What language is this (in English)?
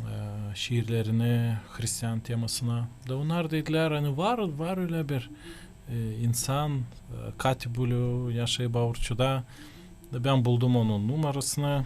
Gagauz